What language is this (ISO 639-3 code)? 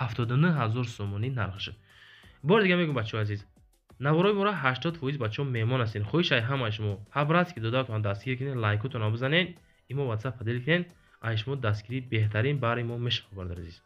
tgk